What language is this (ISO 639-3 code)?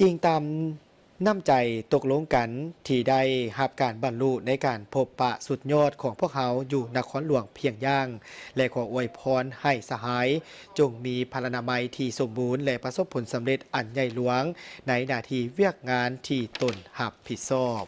lao